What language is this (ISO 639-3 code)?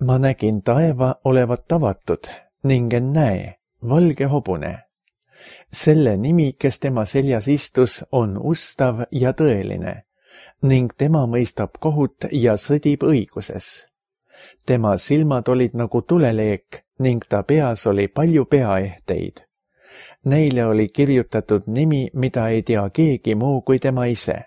est